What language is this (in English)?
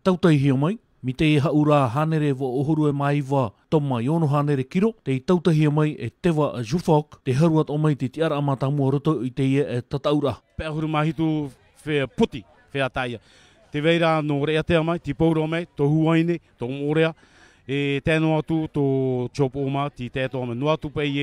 Tahitian